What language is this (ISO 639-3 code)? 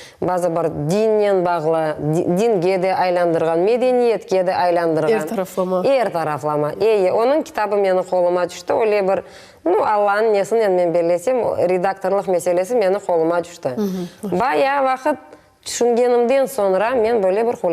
crh